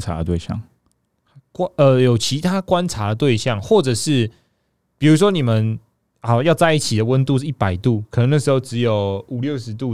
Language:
Chinese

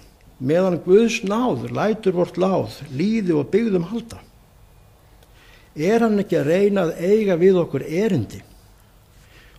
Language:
Icelandic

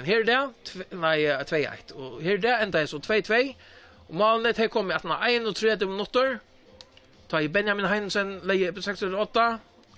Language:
Faroese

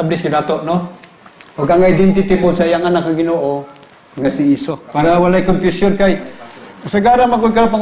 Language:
Cebuano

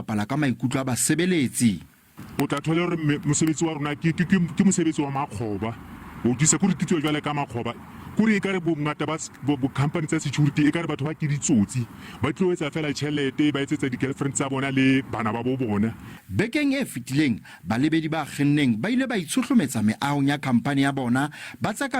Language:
Southern Sotho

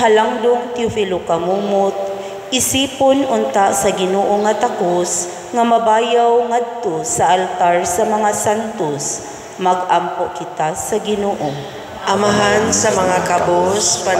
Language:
Cebuano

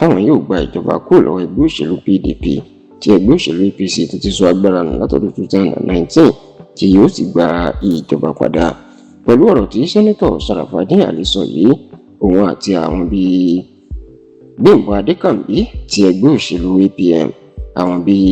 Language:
Yoruba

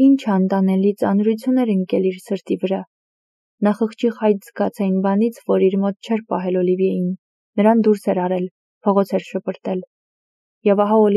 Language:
Armenian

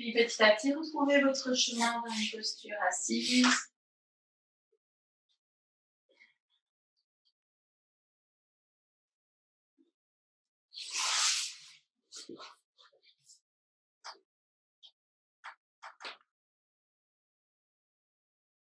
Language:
French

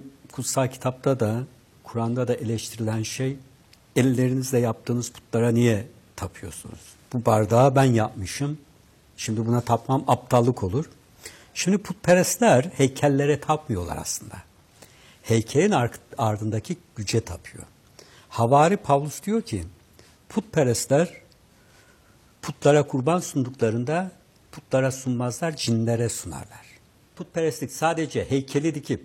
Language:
Turkish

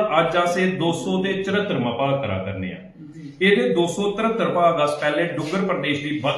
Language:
Dogri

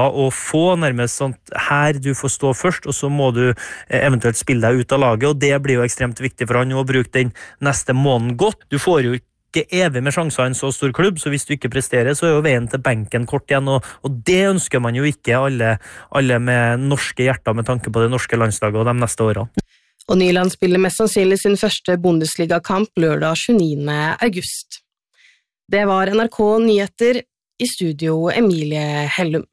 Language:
Norwegian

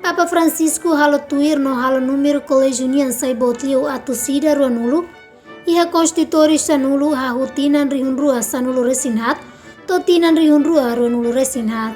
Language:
Tetum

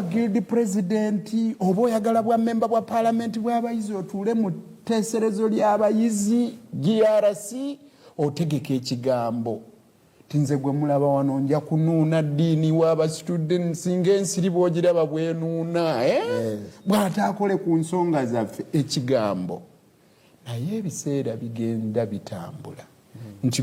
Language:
Ganda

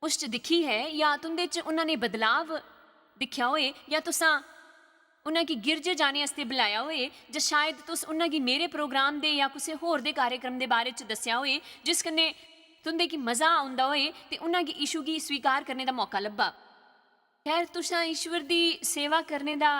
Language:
Dogri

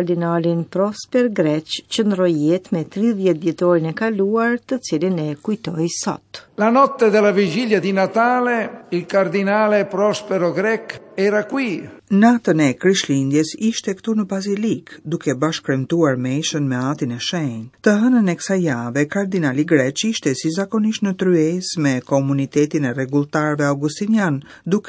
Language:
Albanian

